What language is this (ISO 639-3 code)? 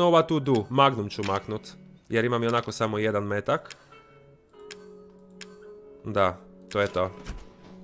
hrv